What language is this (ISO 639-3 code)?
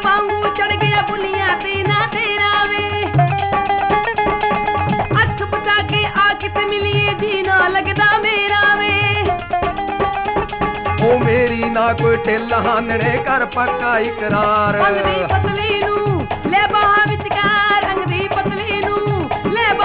pan